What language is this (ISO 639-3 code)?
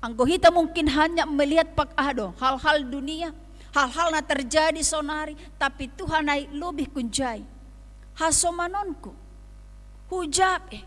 bts